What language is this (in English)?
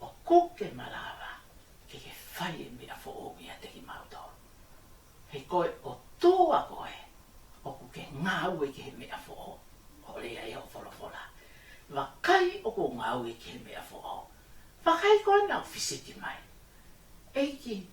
Tongan